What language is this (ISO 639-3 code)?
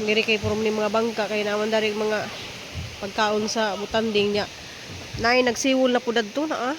ceb